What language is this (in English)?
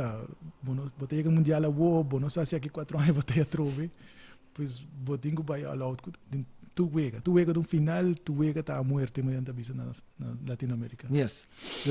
Papiamento